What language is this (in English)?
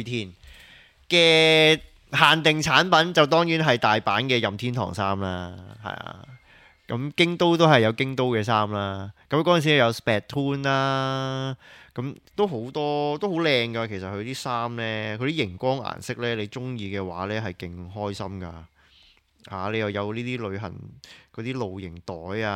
Cantonese